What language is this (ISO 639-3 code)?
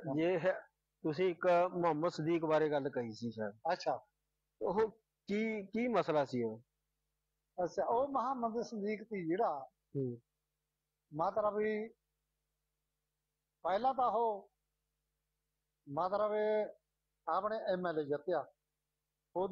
pan